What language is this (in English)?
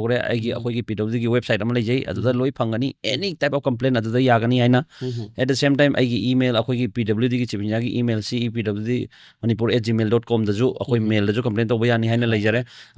Manipuri